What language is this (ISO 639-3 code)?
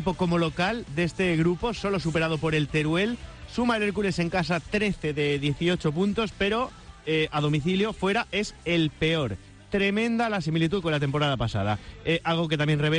spa